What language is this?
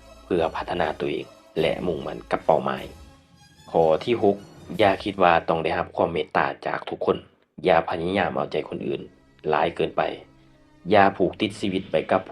Lao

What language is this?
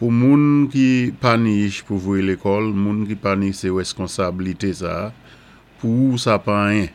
Saint Lucian Creole French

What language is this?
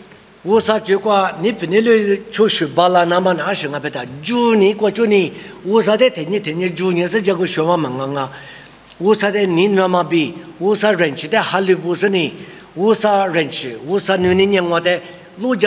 Lisu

